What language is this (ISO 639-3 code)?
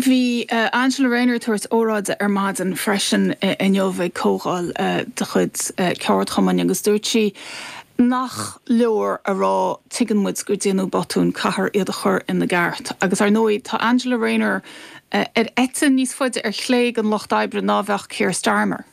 gle